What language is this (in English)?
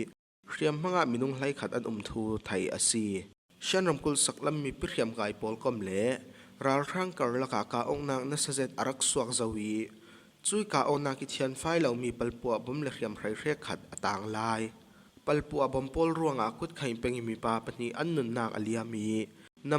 Falam Chin